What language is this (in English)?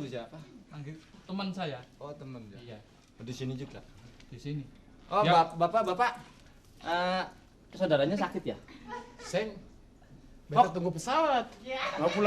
Betawi